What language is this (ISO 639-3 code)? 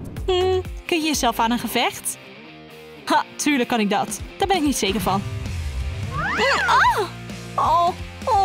nld